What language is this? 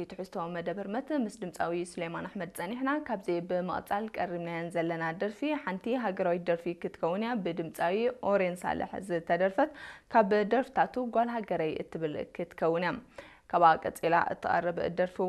Tigrinya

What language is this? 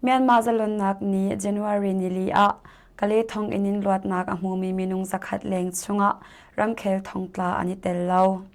Hakha Chin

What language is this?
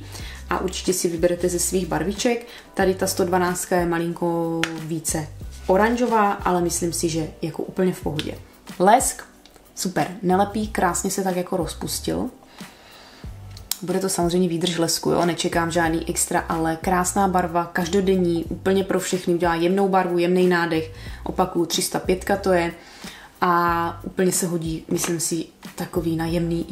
Czech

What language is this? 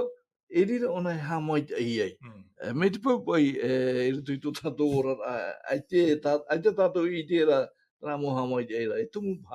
Tahitian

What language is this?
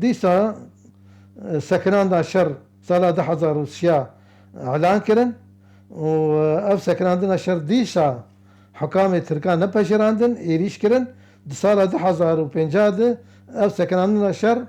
Kurdish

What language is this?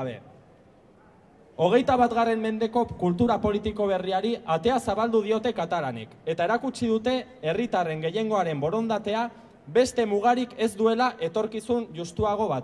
Basque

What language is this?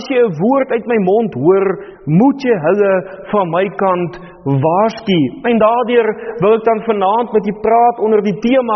Afrikaans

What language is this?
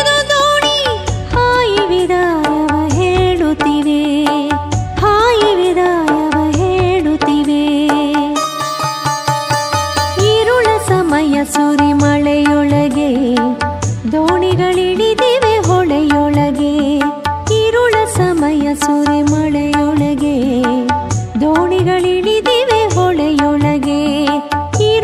Kannada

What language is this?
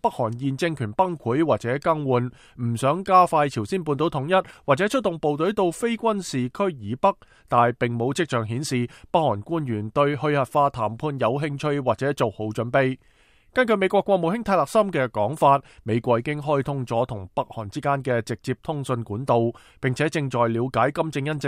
Cantonese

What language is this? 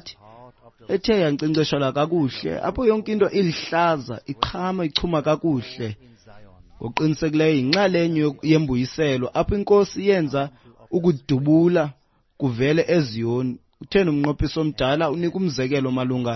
Xhosa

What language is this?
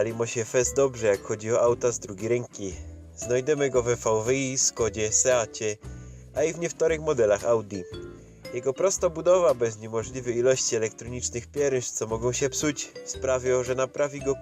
Silesian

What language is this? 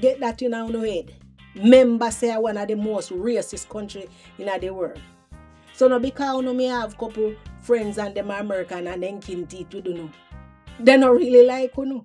Jamaican Creole English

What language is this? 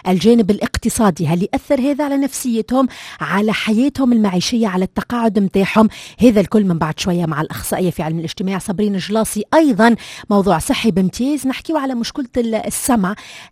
Tunisian Arabic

